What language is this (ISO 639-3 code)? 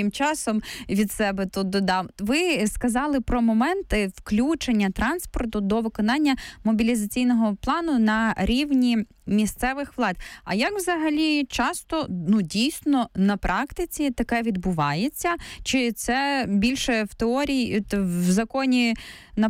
ukr